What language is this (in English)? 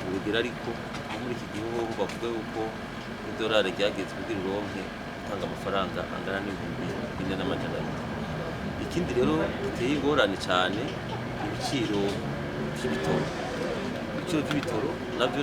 Rundi